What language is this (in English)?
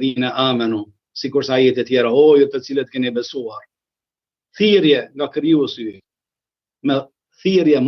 Albanian